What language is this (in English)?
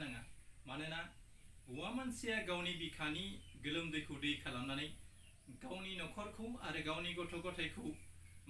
Bodo